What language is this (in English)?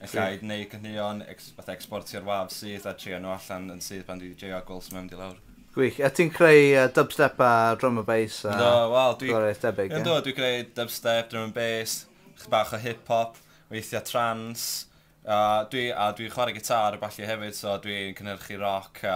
Welsh